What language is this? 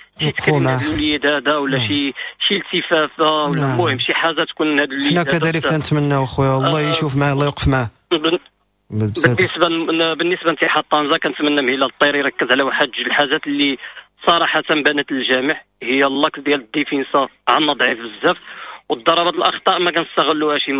Moroccan Arabic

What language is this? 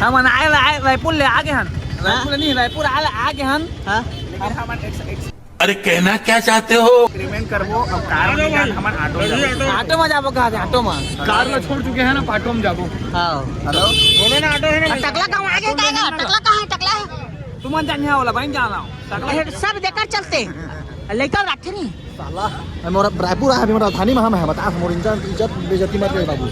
Chhattisgarhi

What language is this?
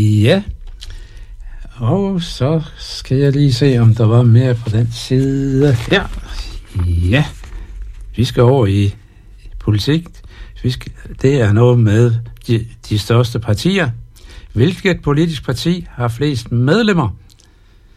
Danish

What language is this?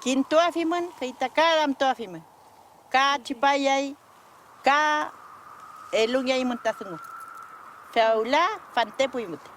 Mapuche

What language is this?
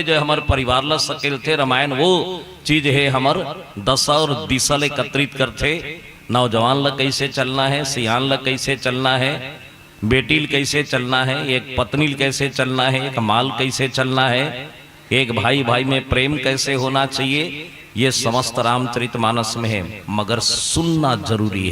Chhattisgarhi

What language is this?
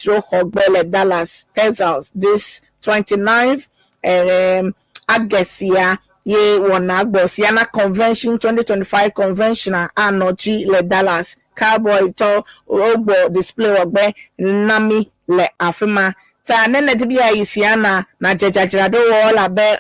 Ewe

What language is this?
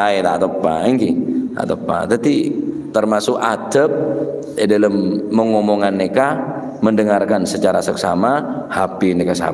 Madurese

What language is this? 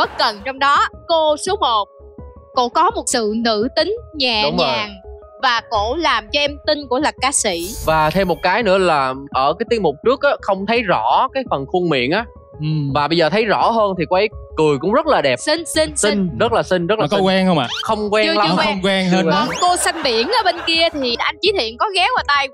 Vietnamese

